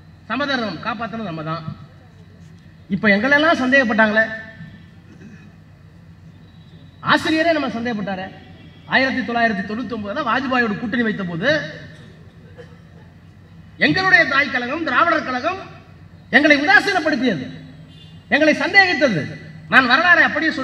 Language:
Tamil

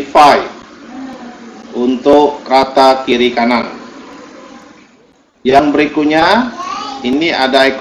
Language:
Indonesian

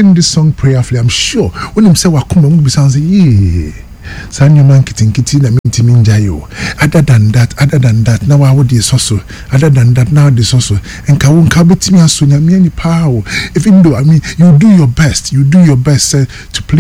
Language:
Akan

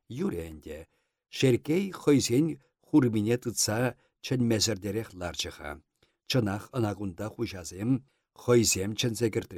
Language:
Chuvash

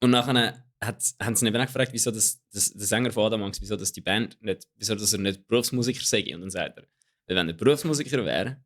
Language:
Swiss German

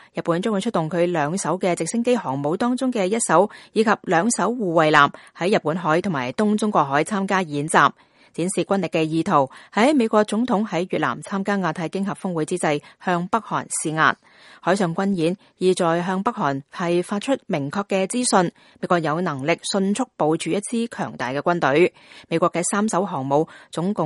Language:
Cantonese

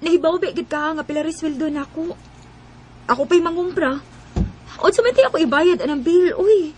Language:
Cebuano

